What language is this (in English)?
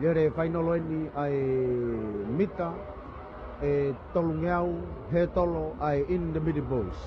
Tongan